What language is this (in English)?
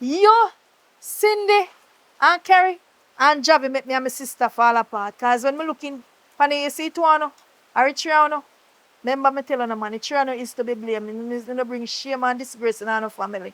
Jamaican Creole English